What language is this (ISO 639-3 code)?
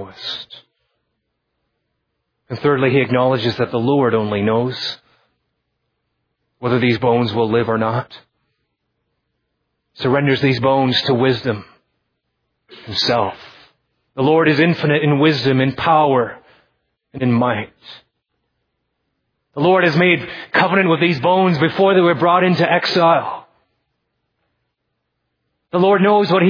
eng